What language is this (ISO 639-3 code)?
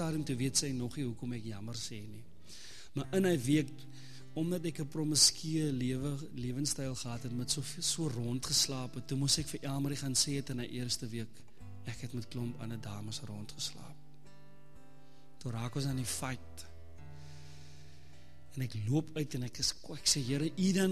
afr